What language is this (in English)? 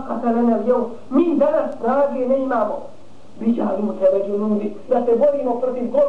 Bosnian